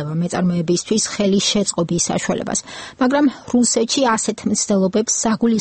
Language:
Georgian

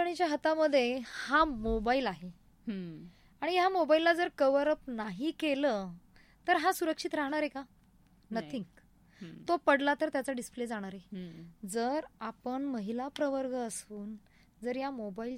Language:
Marathi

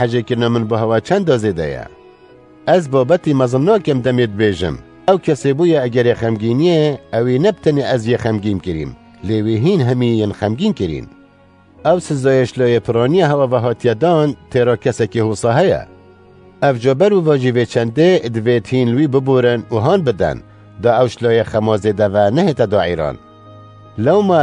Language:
Kurdish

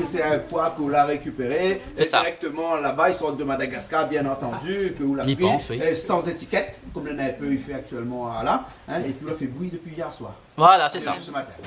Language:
Réunion Creole French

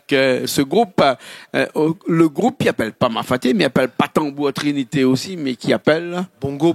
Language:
Réunion Creole French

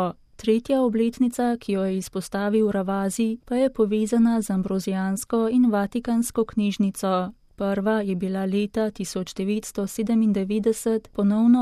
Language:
Slovenian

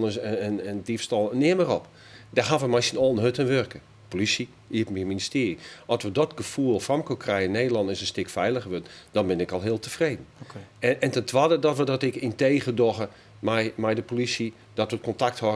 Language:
Western Frisian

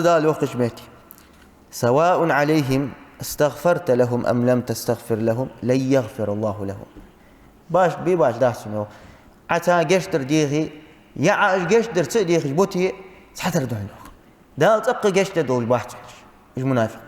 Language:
Ingush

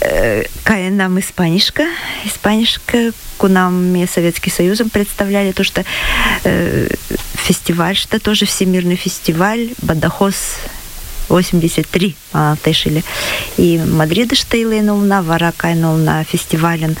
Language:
Mari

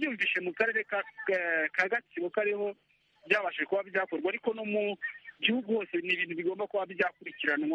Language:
Kinyarwanda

